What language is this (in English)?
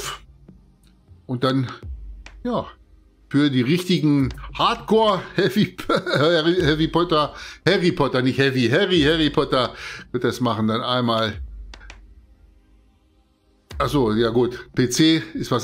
German